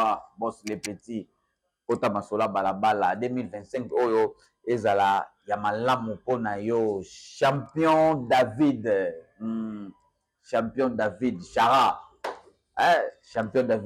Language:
Lingala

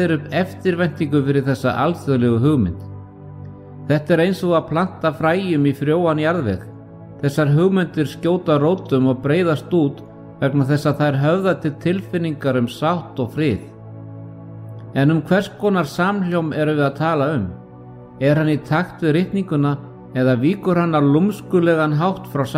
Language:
Icelandic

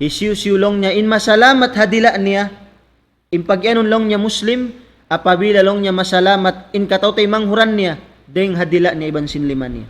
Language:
Tausug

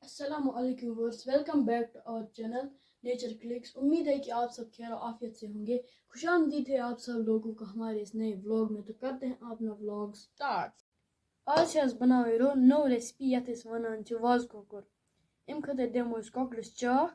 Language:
Kashmiri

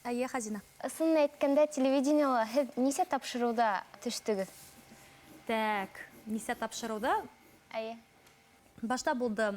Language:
Bashkir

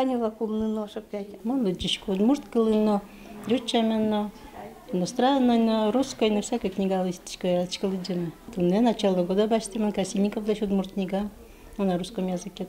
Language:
Udmurt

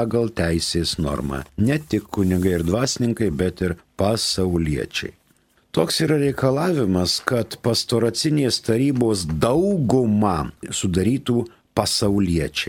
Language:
Lithuanian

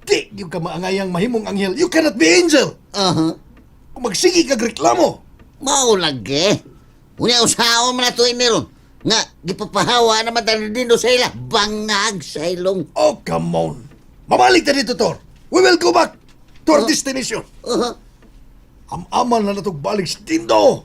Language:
Cebuano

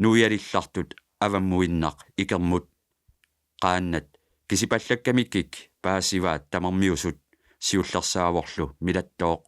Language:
Kalaallisut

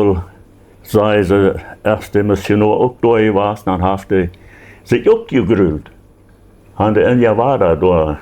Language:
Plautdietsch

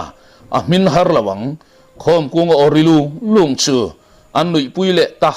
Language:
Mizo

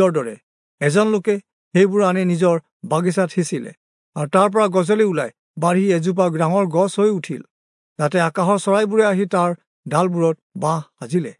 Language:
Assamese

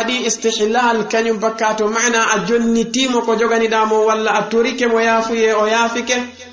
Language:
Fula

